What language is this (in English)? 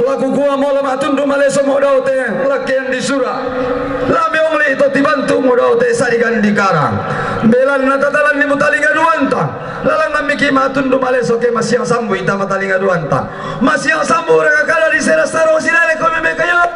Toraja-Sa'dan